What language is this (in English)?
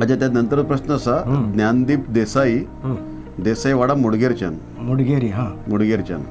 Konkani